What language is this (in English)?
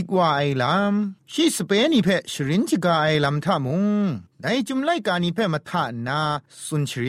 Thai